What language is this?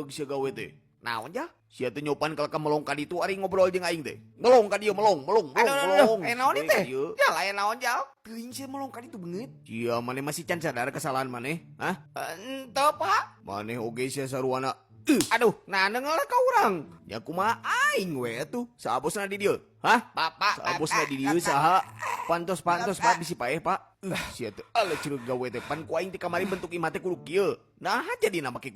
Sundanese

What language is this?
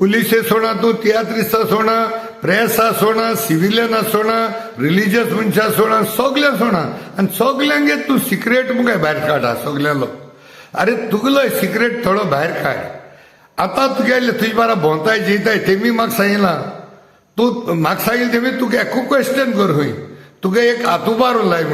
Konkani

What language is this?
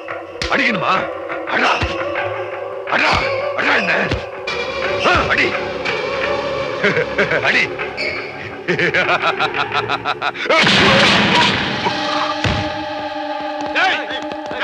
Malayalam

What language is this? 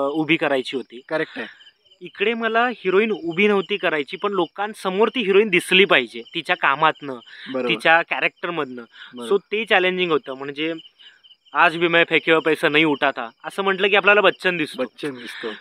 Marathi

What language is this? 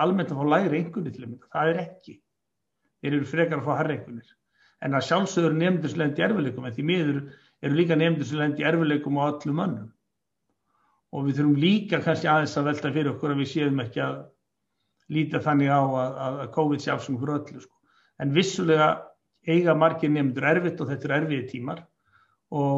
Icelandic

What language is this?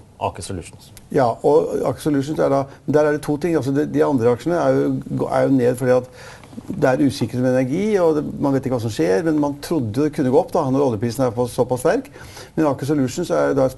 Norwegian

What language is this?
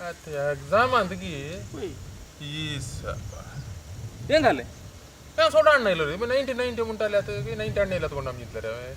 Konkani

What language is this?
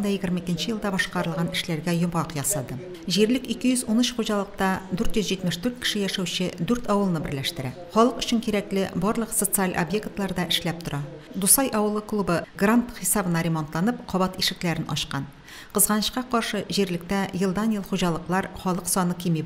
Tatar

